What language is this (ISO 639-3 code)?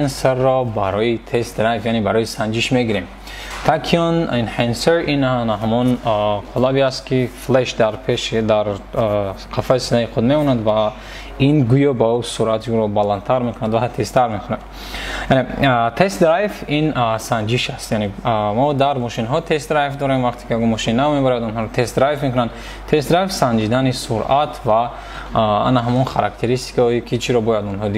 tgk